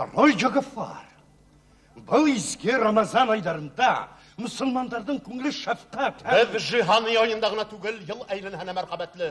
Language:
Bashkir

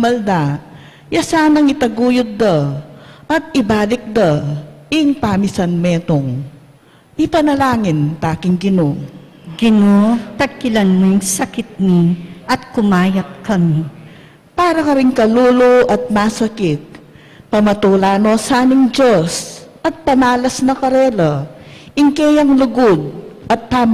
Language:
Pampanga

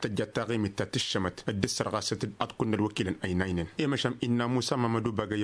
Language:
Tamasheq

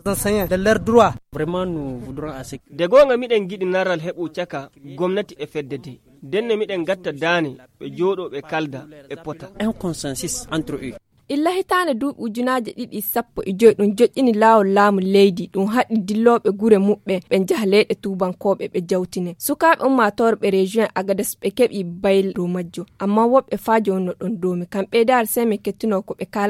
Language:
Fula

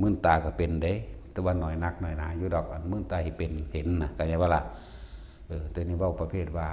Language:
Northeastern Thai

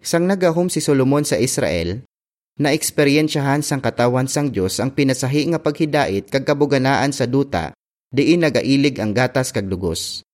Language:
Hiligaynon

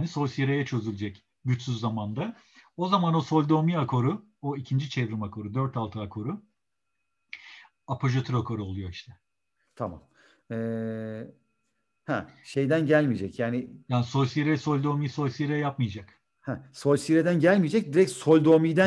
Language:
Turkish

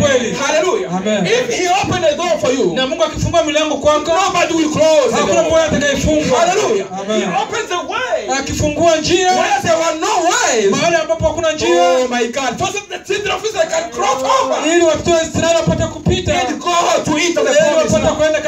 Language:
Swahili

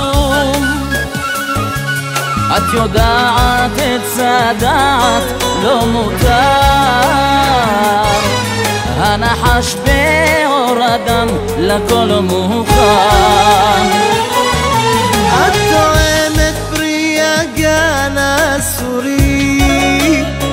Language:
Hebrew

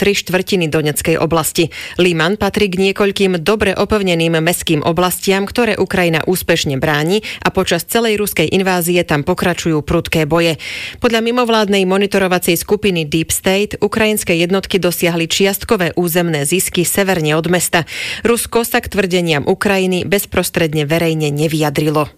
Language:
Slovak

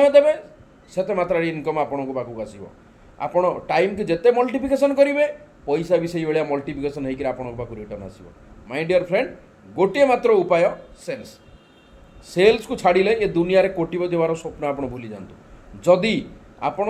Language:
Odia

